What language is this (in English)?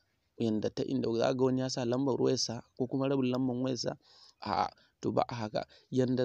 Hausa